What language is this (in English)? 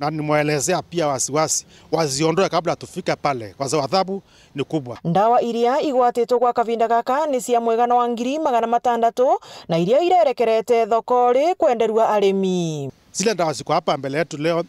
Meru